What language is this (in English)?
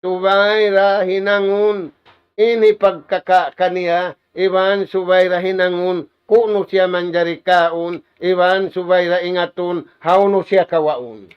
Tausug